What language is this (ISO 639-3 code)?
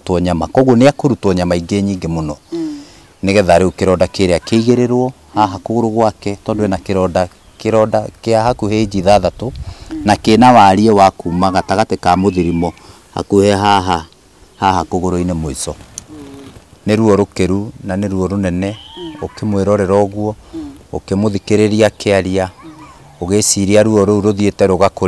kik